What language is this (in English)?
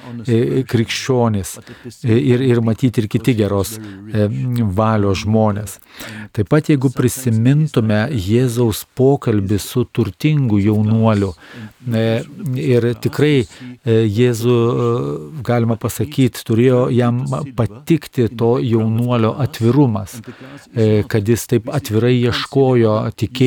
Lithuanian